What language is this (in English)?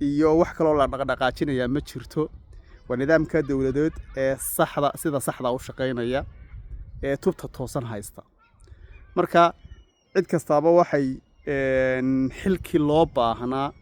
Somali